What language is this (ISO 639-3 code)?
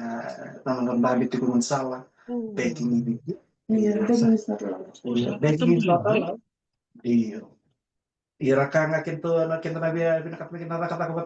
fij